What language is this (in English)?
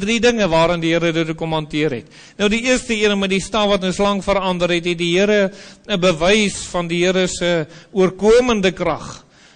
Afrikaans